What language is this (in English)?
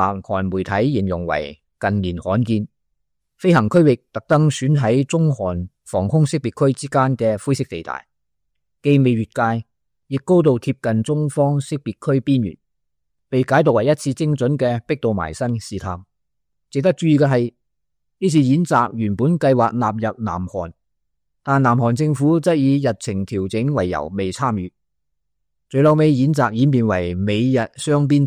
Cantonese